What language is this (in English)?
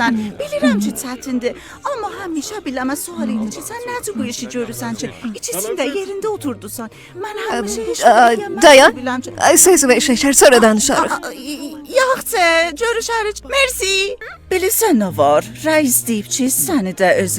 South Azerbaijani